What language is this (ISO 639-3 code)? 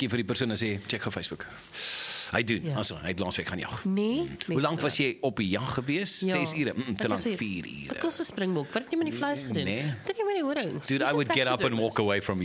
afr